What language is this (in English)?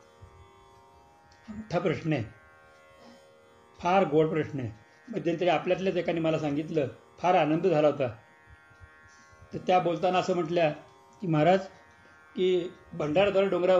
Marathi